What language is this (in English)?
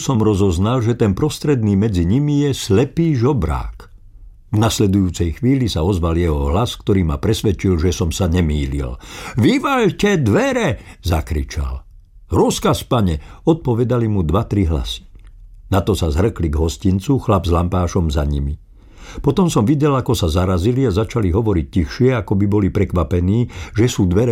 Slovak